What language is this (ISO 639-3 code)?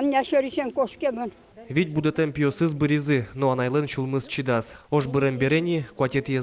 udm